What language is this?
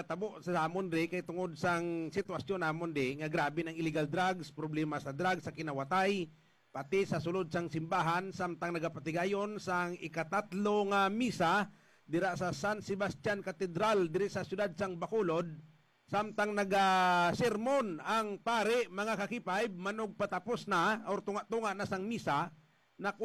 Hiligaynon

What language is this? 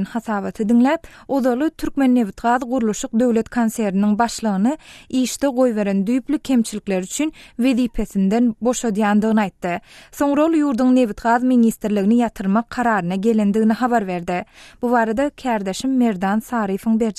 Turkmen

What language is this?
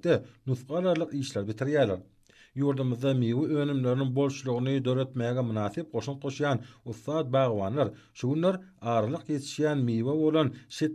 Turkmen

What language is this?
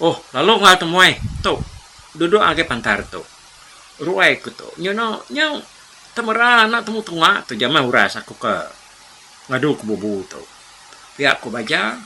Iban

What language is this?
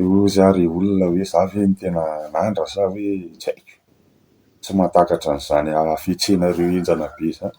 Malagasy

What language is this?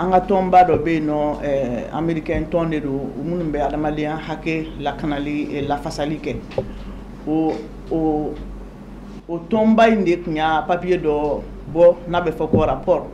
Bambara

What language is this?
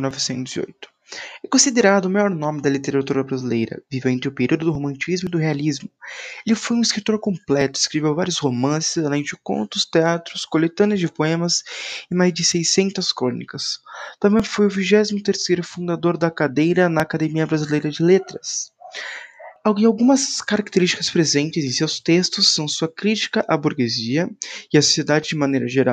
Portuguese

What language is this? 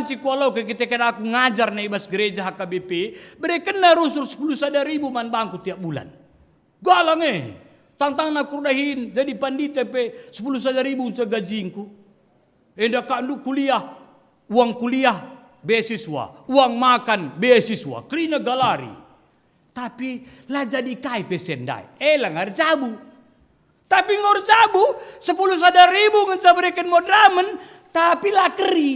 Batak Karo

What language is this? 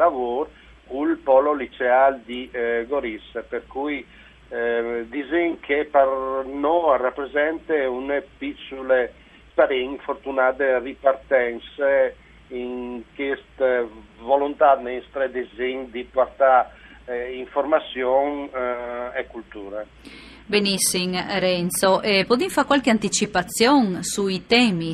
Friulian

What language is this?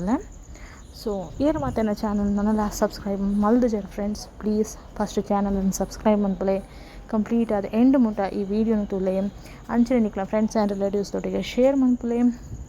Tulu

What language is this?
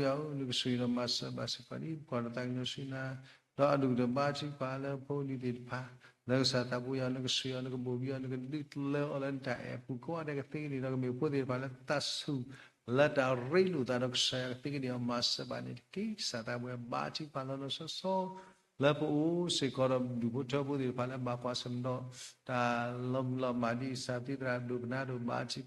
S'gaw Karen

